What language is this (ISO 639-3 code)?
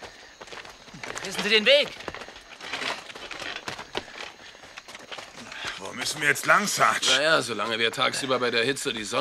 deu